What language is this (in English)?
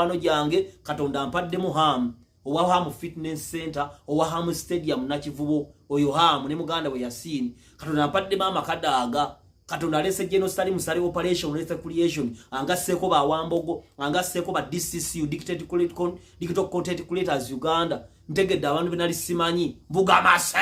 Ganda